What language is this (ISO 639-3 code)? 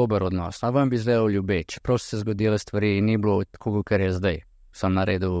slv